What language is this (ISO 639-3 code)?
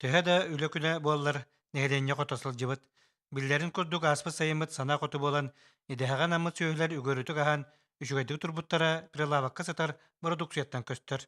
sah